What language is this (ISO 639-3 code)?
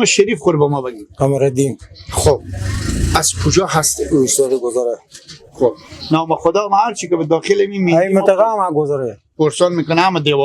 fas